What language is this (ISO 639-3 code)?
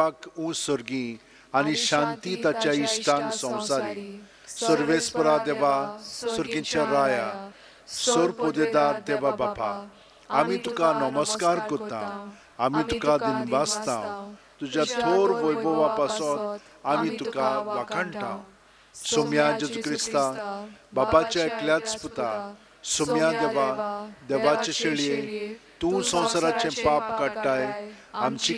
kok